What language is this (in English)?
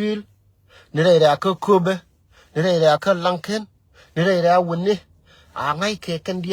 Nuer